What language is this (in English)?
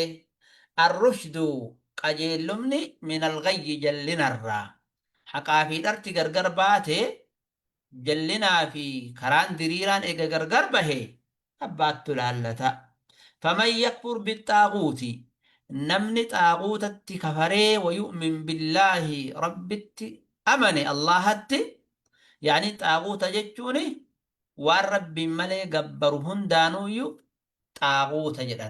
Oromo